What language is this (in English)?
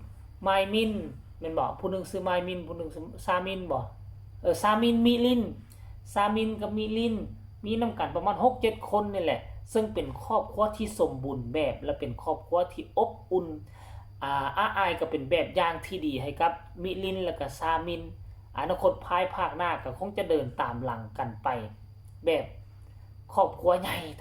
Northeastern Thai